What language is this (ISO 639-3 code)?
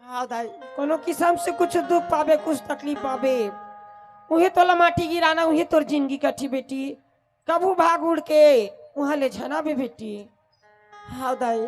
hne